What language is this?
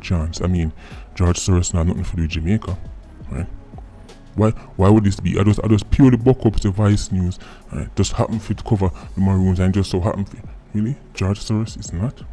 Jamaican Creole English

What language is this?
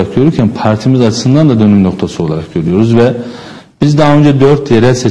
Turkish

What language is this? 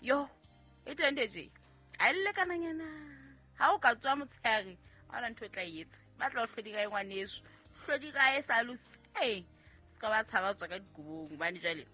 Southern Sotho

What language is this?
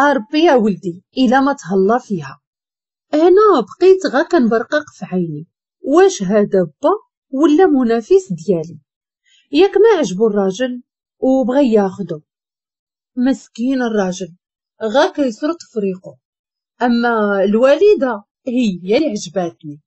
Moroccan Arabic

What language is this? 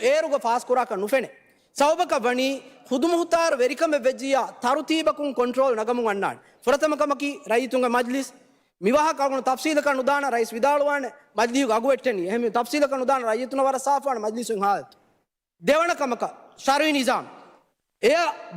Divehi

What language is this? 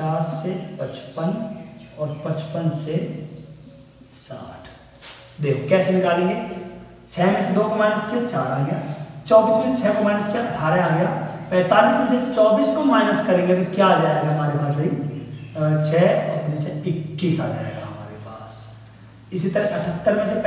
Hindi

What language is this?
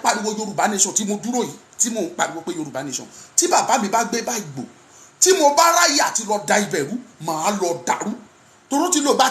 Yoruba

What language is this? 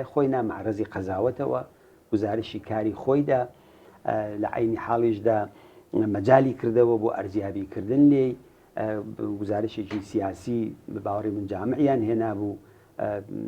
Central Kurdish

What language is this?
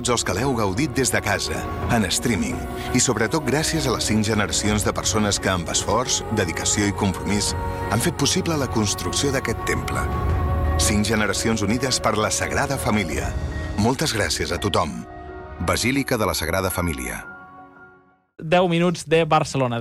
Catalan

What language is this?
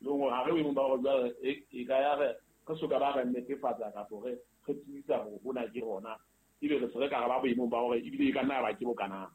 Southern Sotho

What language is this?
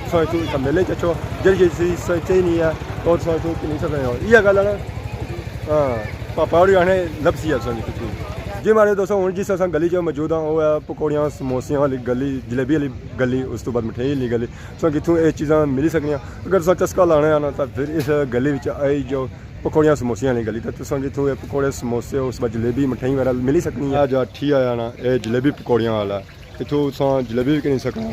Pahari-Potwari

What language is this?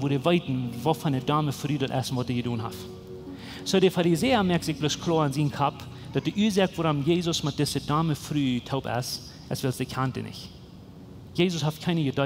Plautdietsch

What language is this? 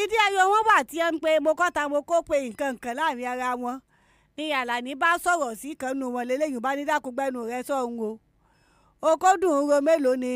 Yoruba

